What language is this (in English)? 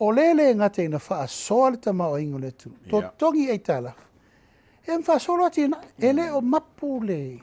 Samoan